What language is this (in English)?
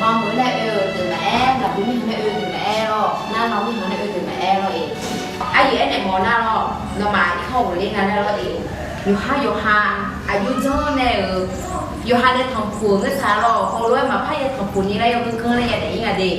Akha